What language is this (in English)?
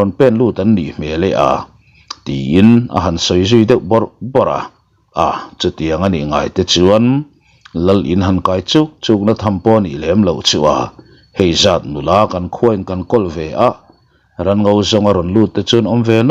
Mizo